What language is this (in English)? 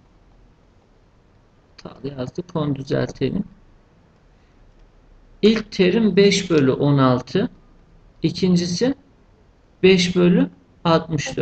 Turkish